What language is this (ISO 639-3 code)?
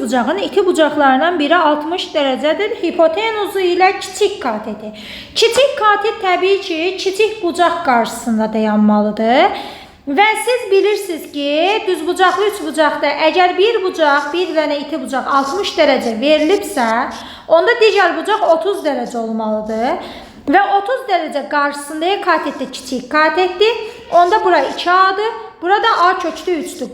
aze